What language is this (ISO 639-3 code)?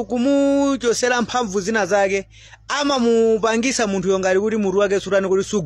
nya